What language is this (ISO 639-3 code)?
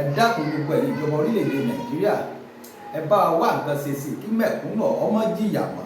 yor